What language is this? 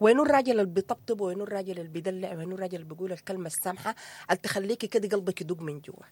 Sudanese Arabic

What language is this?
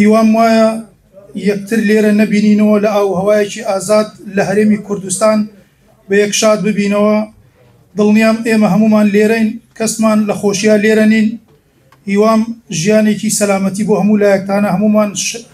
Central Kurdish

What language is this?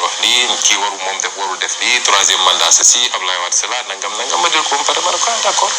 Wolof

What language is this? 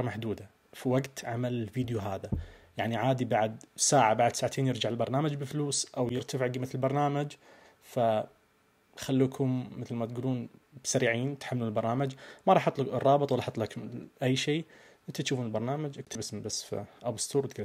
Najdi Arabic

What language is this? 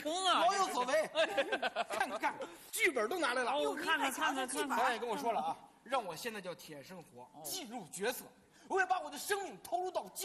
Chinese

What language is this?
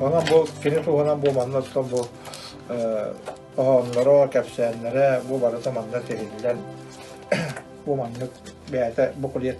Yakut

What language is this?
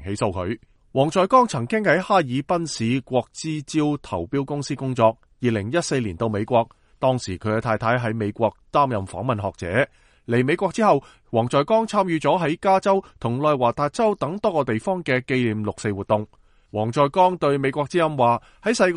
Cantonese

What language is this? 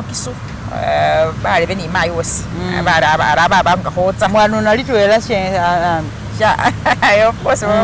Masaaba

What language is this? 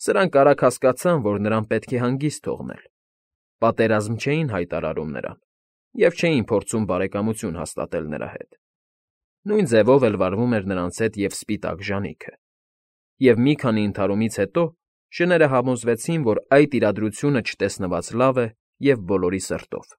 Armenian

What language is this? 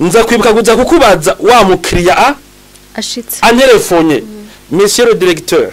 Rundi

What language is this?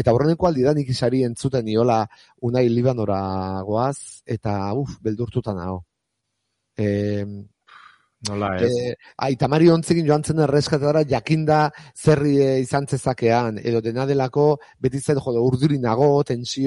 Basque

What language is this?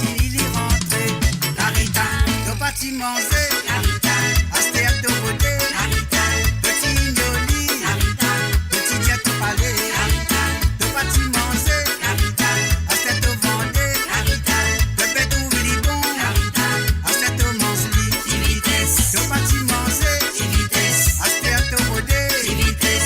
Morisyen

